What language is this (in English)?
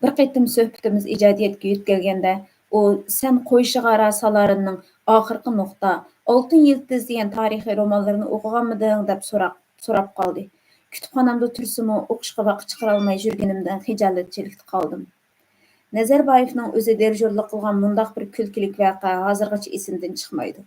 Uyghur